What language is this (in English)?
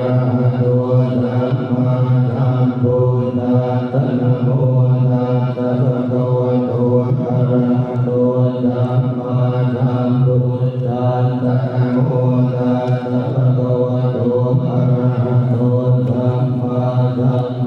Pali